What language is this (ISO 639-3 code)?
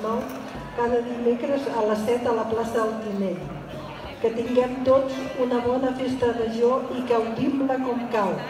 cat